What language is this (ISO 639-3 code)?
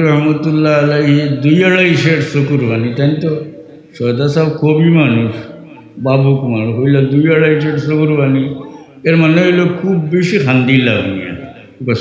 syl